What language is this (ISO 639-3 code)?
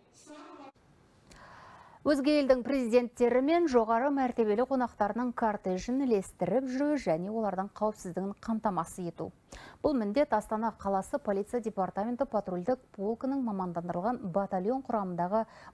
kaz